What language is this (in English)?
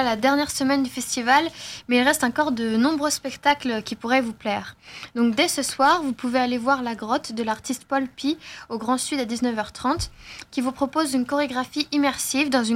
French